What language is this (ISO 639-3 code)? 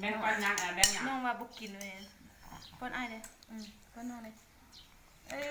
lao